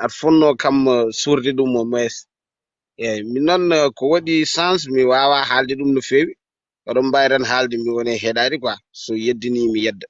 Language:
Fula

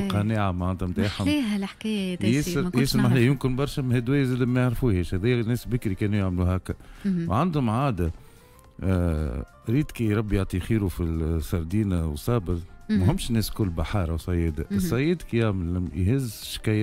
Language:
Tunisian Arabic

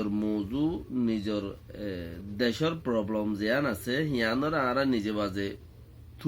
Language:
Rohingya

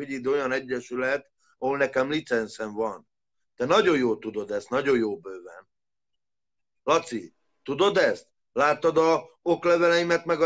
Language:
Hungarian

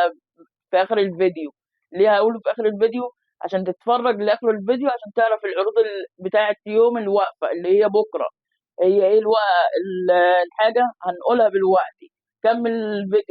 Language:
Egyptian Arabic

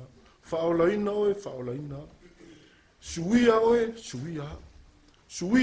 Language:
Samoan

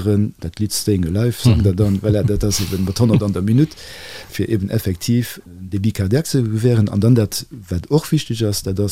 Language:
Luxembourgish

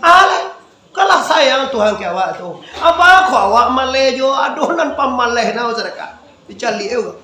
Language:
Minangkabau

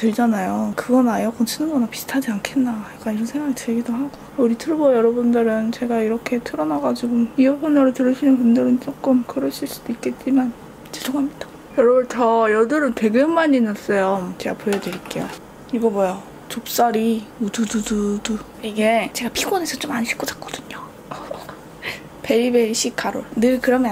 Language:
Korean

